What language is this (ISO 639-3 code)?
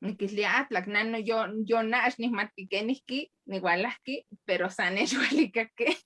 nhe